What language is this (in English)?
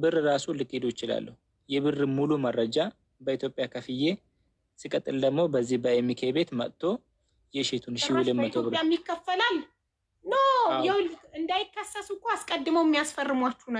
Amharic